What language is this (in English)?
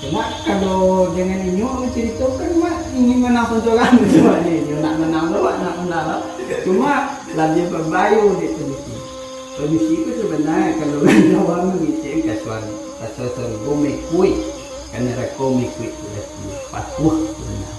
Minangkabau